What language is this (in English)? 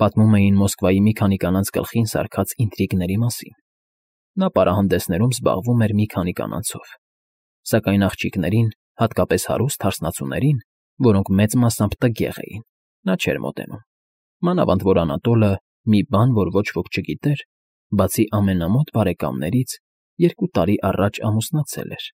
Armenian